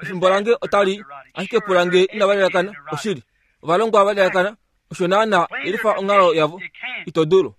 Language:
Kuanyama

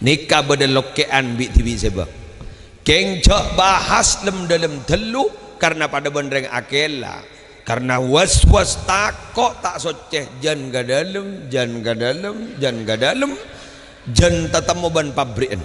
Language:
Madurese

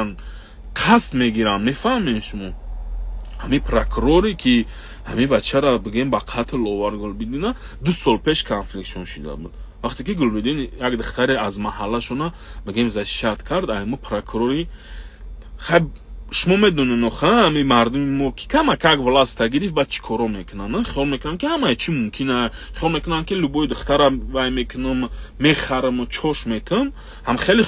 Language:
Tajik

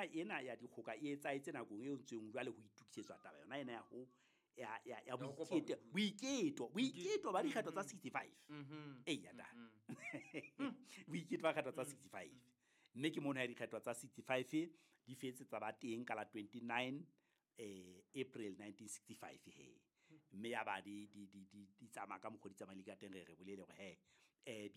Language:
Southern Sotho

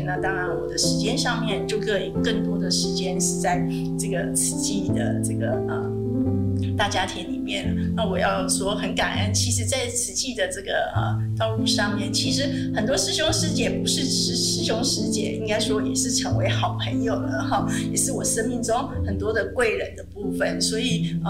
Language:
Chinese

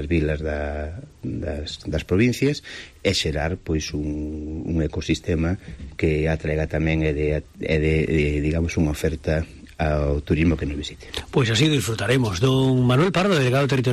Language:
Galician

